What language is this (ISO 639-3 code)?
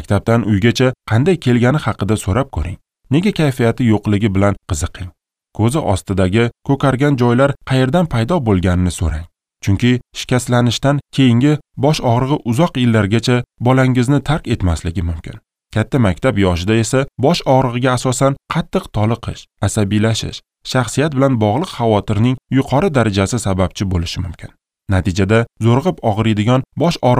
uzb